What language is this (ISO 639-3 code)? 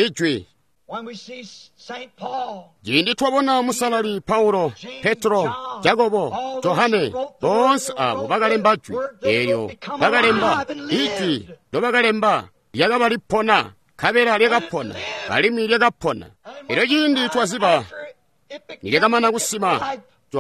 toi